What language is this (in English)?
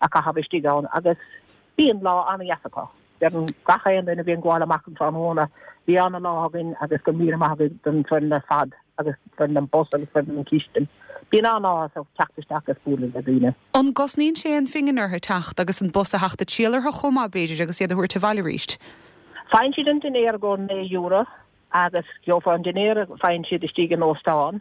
Irish